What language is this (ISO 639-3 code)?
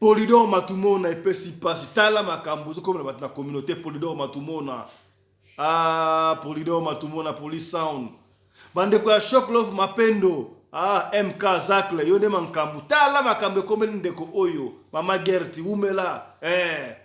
lin